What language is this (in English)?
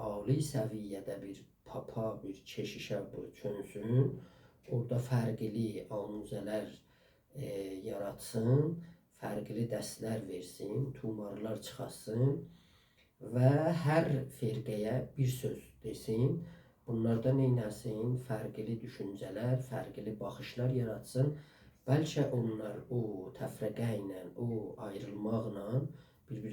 South Azerbaijani